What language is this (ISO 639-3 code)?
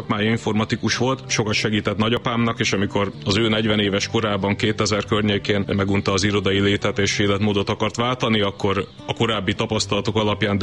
hun